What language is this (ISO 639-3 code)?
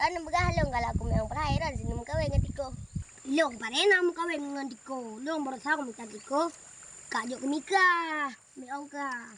ace